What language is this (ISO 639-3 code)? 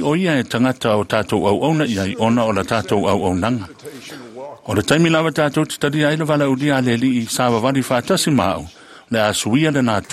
smo